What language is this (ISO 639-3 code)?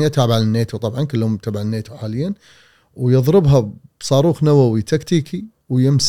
afb